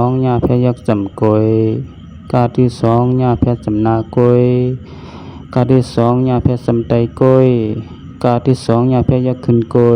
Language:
Shan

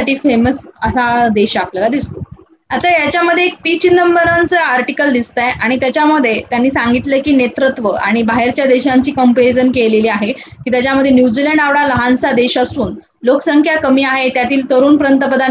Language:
Marathi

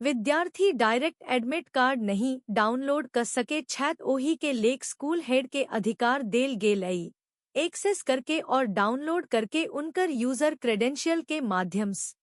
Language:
Maithili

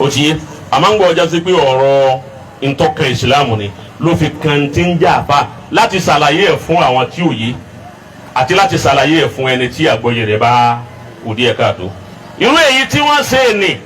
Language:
Yoruba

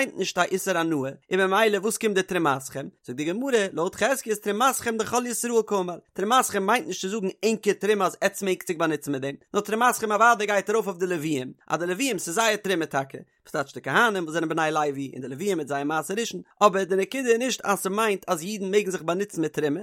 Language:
Yiddish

